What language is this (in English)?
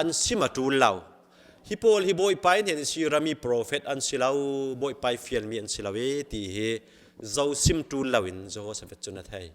Falam Chin